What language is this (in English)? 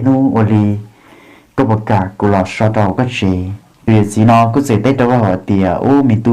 Hmong